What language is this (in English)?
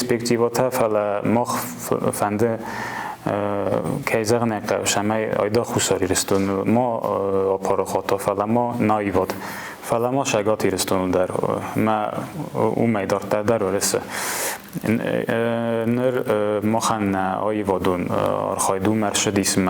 Ossetic